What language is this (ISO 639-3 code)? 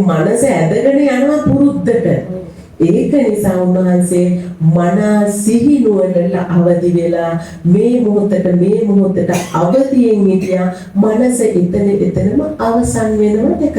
sin